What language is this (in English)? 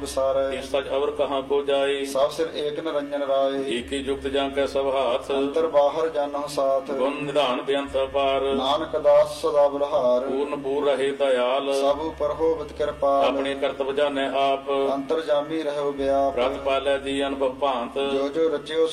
Punjabi